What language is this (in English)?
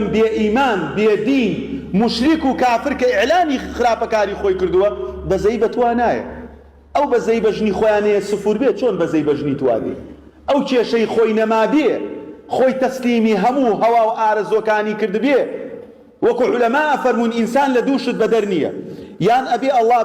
Central Kurdish